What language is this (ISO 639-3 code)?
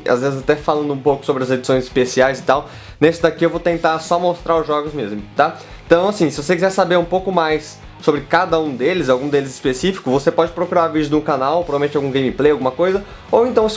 por